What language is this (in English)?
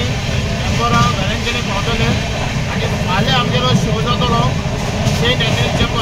Konkani